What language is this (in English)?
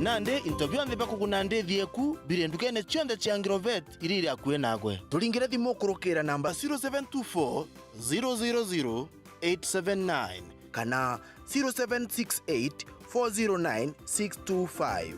Meru